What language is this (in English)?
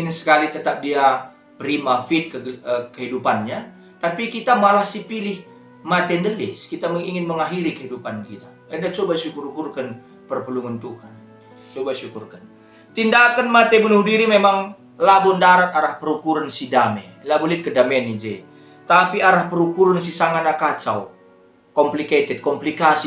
Batak Karo